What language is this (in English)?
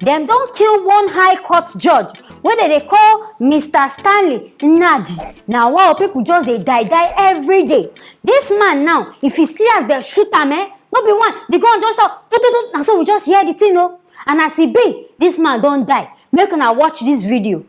Nigerian Pidgin